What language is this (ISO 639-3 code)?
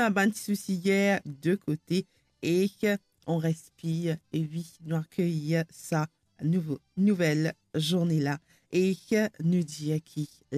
mfe